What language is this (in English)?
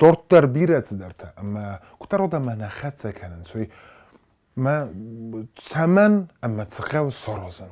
Ossetic